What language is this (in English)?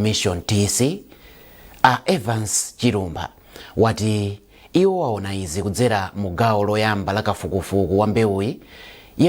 Nyanja